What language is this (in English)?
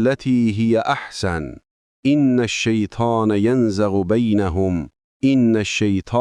Azerbaijani